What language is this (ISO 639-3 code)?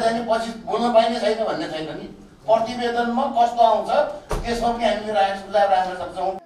nep